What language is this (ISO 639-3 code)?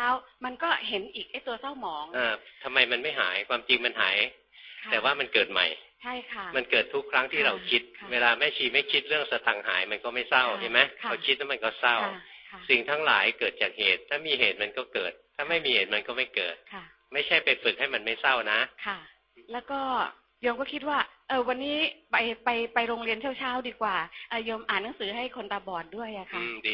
tha